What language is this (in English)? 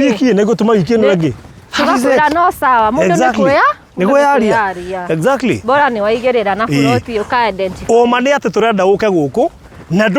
Kikuyu